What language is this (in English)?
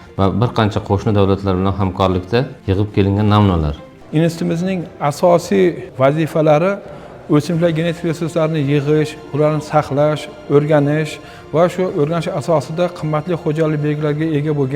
Uzbek